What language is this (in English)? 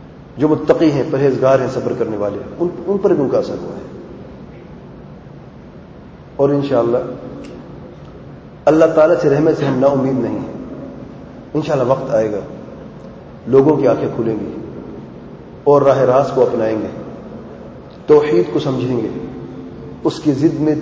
Urdu